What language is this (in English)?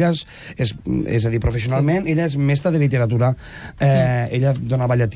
Catalan